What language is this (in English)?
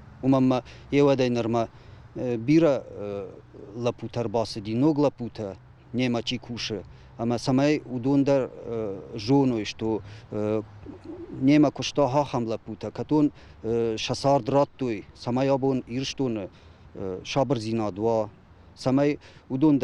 Ossetic